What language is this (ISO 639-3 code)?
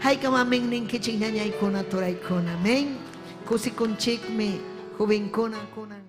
quy